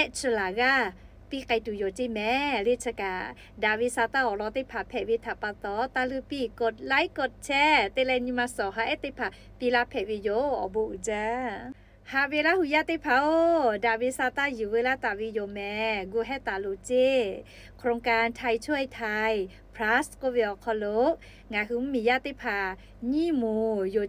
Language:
Lahu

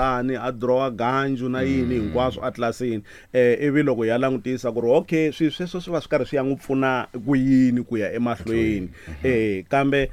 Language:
Tsonga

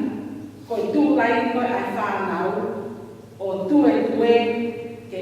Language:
Tongan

